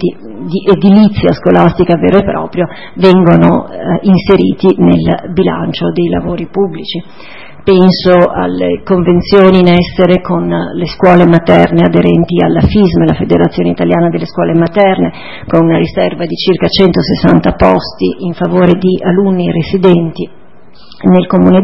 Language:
Italian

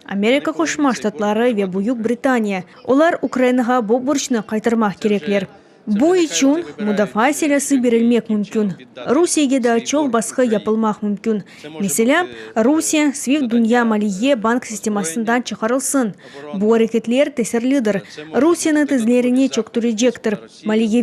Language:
Crimean Tatar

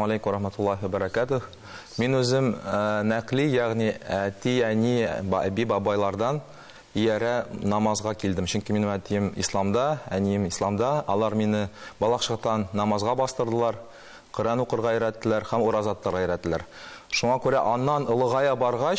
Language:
Tatar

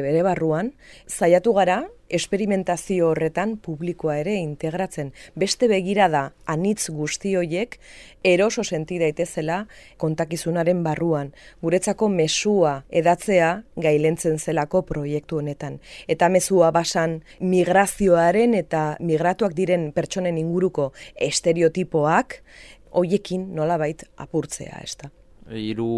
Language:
Basque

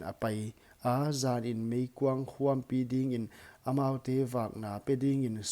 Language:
Paite Chin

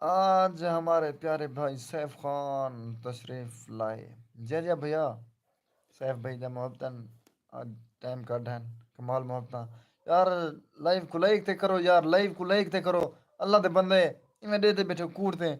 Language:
Saraiki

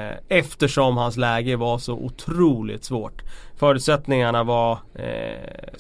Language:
Swedish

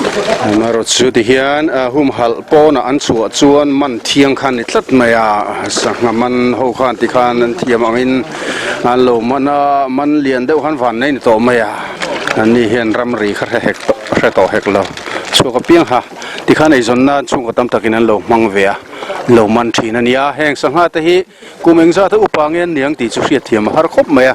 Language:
Mizo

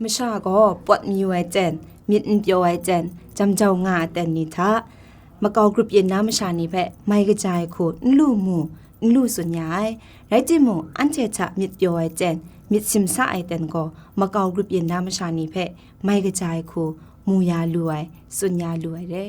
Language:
Kachin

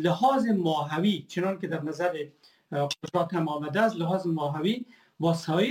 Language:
Persian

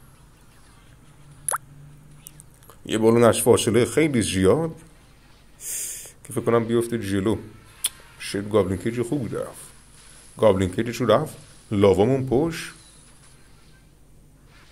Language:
Persian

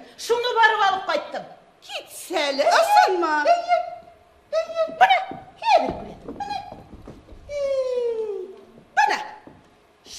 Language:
Bashkir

